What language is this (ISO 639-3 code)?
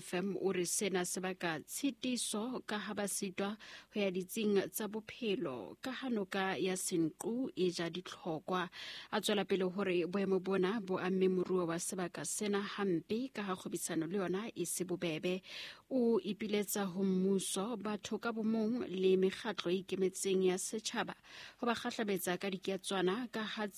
sot